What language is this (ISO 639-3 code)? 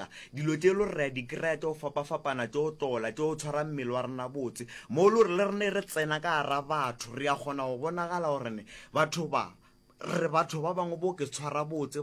nso